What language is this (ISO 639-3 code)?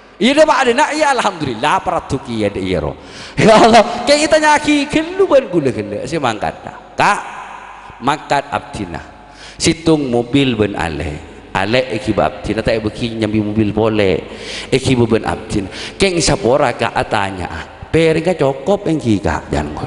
mad